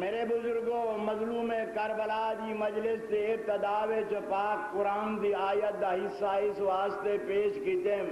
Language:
Saraiki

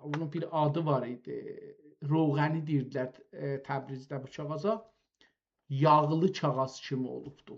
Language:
South Azerbaijani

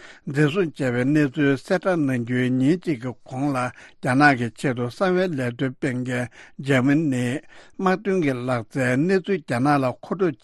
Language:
Tibetan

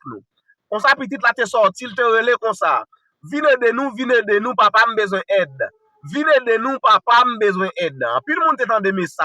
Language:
Haitian Creole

